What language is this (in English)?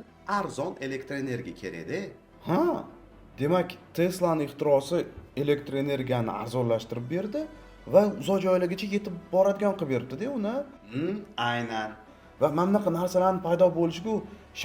Uzbek